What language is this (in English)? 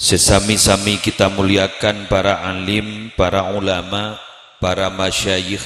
Madurese